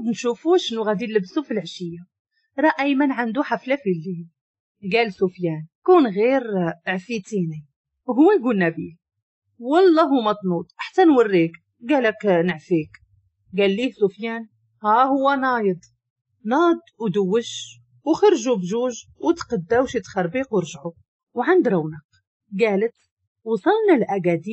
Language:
Moroccan Arabic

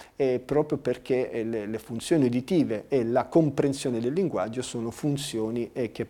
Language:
Italian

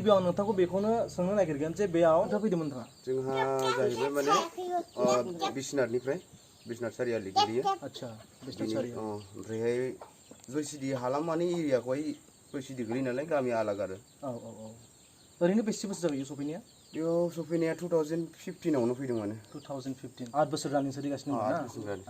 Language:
Bodo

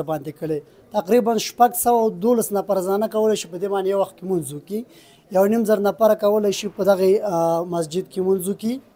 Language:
Pashto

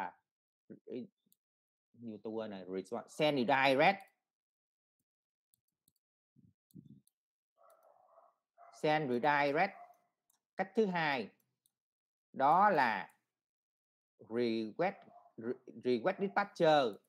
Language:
Vietnamese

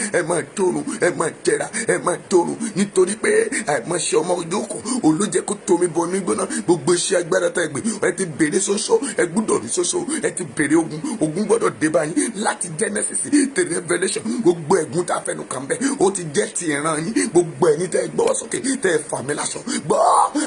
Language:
Yoruba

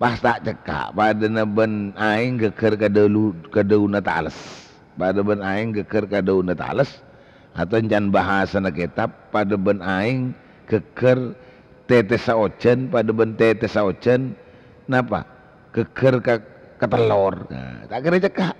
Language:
Madurese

